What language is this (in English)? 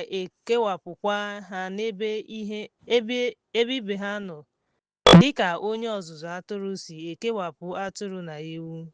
Igbo